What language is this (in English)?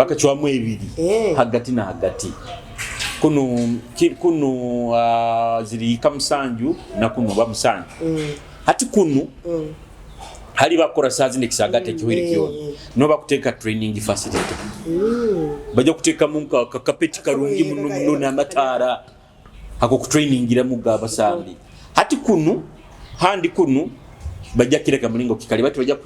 Nyoro